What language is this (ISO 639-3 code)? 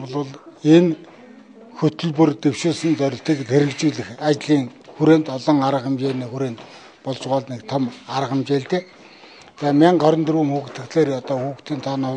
mon